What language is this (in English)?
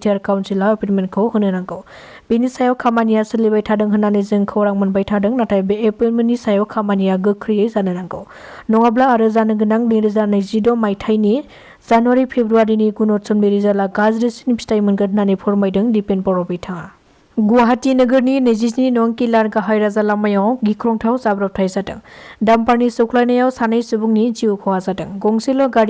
Bodo